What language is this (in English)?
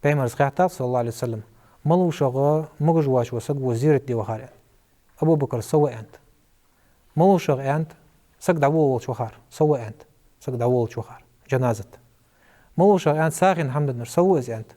Ingush